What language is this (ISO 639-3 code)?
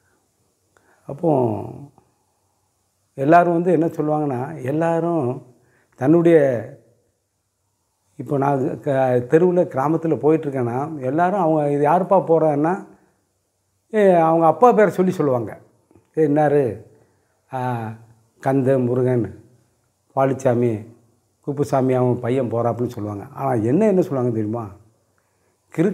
tam